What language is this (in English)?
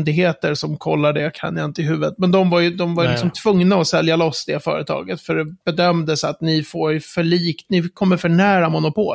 Swedish